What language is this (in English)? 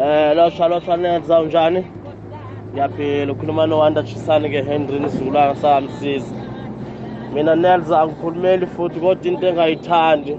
South Ndebele